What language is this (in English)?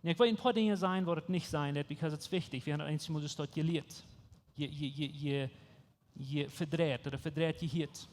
Plautdietsch